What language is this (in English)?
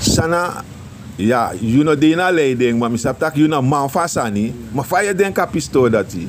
Sranan Tongo